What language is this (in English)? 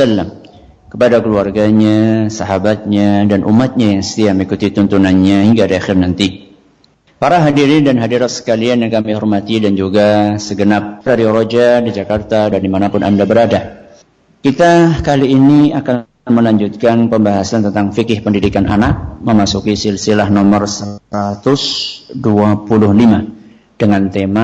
Indonesian